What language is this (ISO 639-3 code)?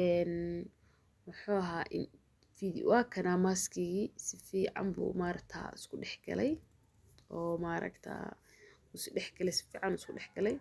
som